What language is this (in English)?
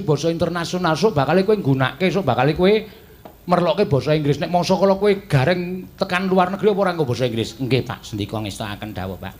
Javanese